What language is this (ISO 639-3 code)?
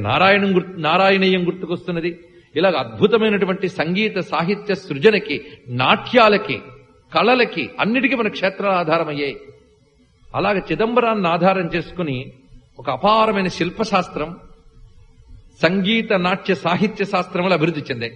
tel